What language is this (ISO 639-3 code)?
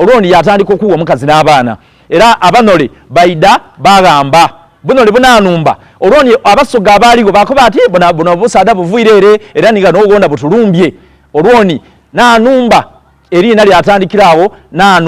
xog